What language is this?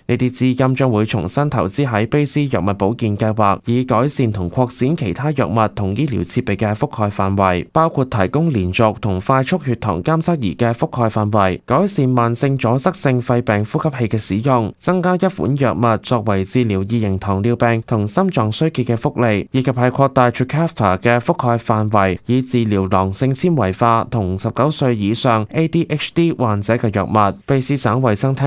Cantonese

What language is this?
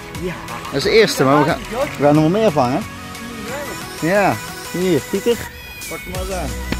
Dutch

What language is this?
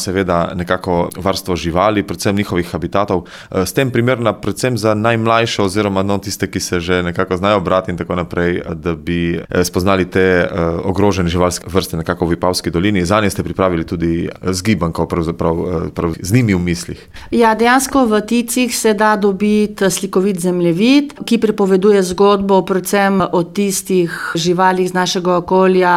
Slovenian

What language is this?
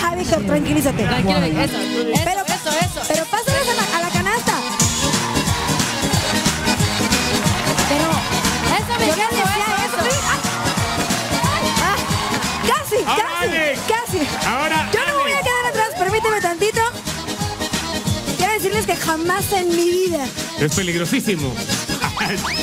Spanish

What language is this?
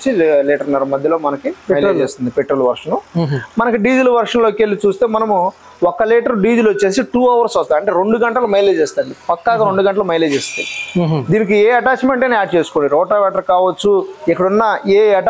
Telugu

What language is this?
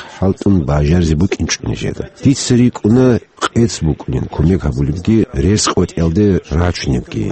Avaric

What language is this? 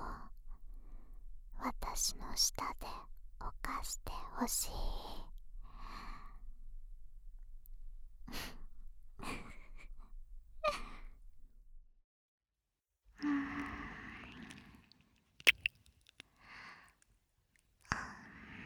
Japanese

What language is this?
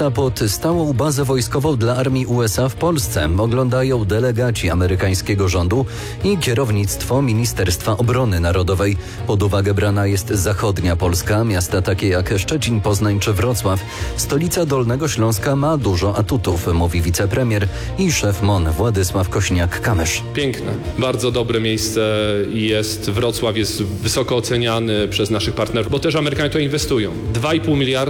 Polish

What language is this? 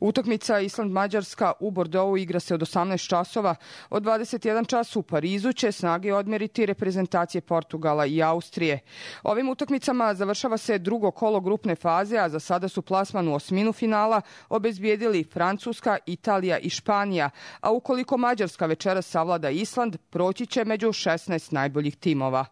Serbian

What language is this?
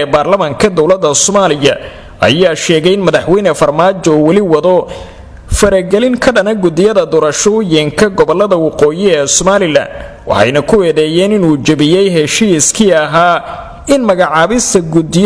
Somali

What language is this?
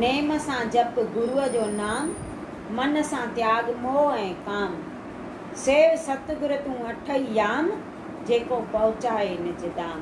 Sindhi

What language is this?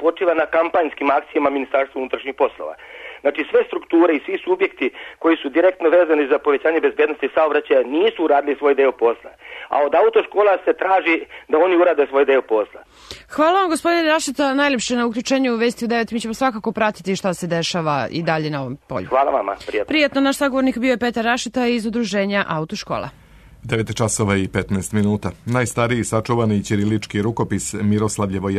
Serbian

